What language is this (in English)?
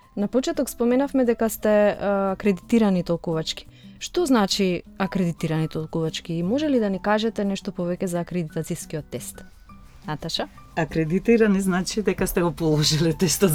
Macedonian